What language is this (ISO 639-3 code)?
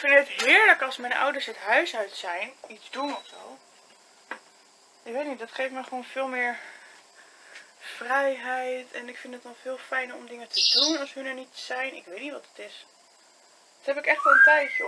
nld